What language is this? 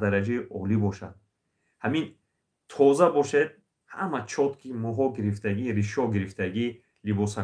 Tajik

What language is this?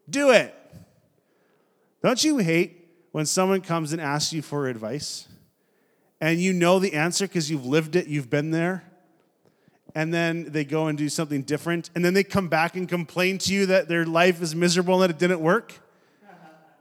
English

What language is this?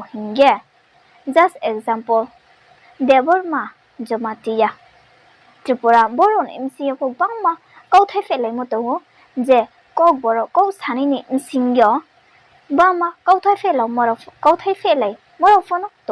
Riang (India)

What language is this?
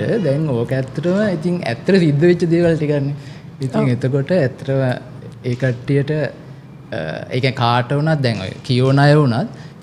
Sinhala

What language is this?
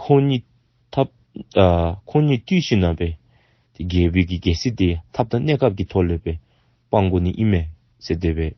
Dzongkha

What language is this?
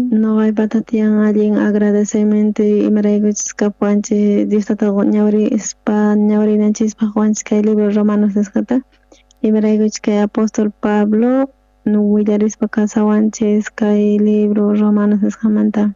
South Bolivian Quechua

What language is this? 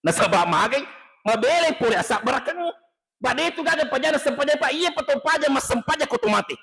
Buginese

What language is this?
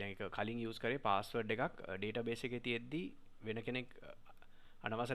Sinhala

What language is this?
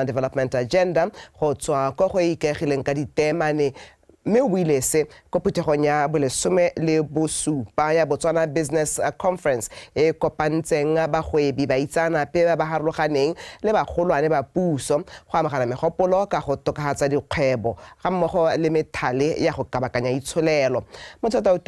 Tswana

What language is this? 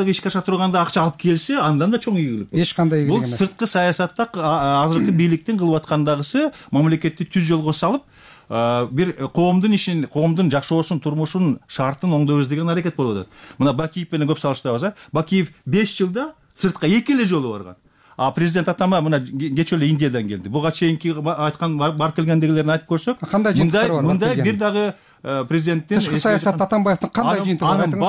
Kyrgyz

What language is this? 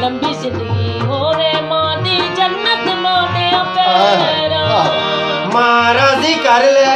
Saraiki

